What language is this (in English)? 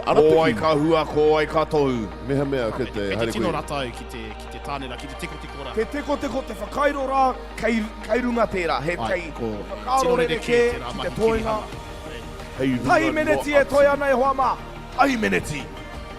Māori